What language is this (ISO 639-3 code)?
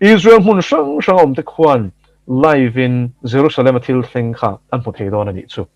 lus